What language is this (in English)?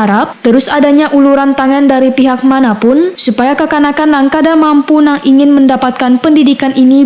Banjar